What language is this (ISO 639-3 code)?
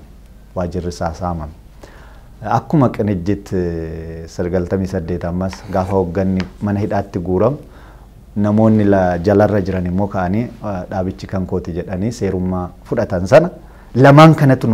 orm